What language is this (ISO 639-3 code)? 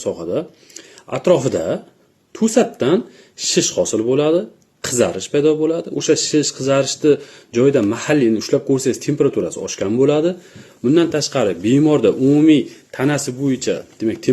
uzb